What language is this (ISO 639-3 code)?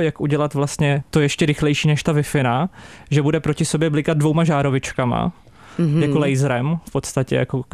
ces